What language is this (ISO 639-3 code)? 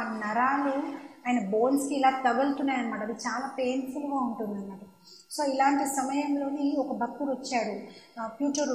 tel